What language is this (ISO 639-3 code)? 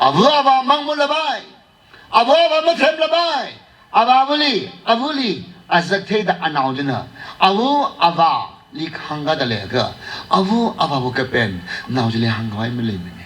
nmf